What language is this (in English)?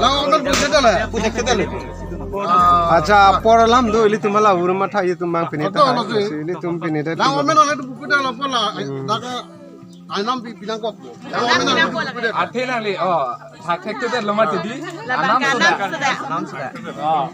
Karbi